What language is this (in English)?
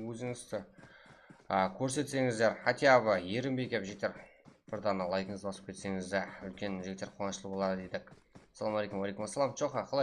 Kara-Kalpak